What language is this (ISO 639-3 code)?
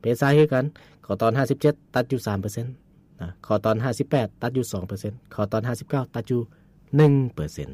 lao